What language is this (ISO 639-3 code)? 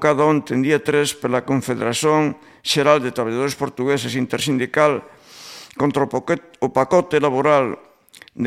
glg